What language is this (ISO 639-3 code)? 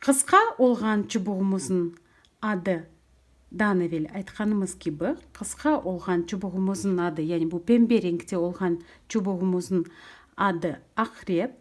crh